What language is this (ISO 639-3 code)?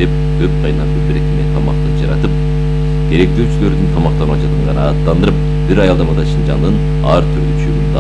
kir